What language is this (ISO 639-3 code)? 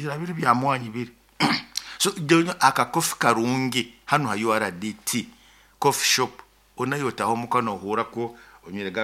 nyo